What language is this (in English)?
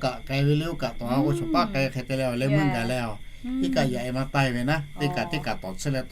Lahu